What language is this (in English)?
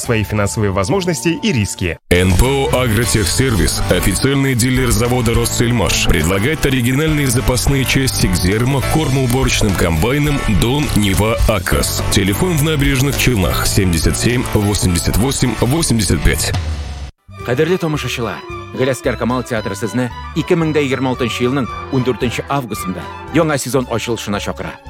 Russian